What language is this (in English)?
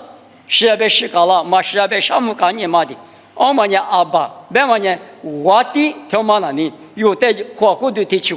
Lisu